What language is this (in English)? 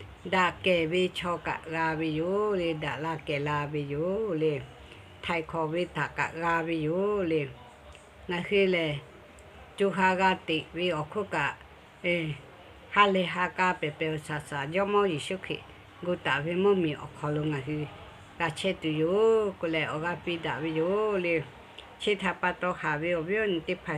Lahu